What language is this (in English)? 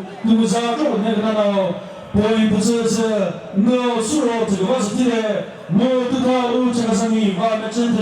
Chokri Naga